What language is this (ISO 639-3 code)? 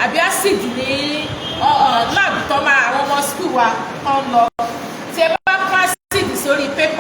yor